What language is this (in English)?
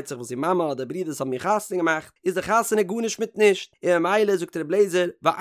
Yiddish